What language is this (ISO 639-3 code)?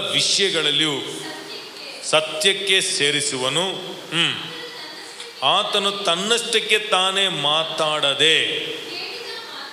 kan